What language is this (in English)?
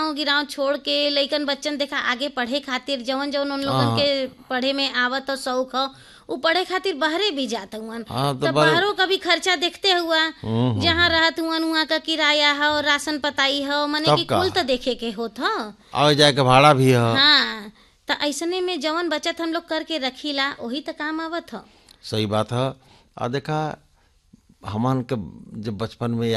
Bhojpuri